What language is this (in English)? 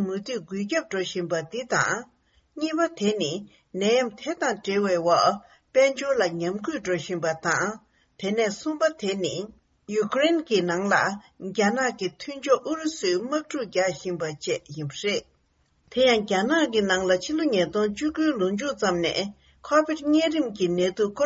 Tibetan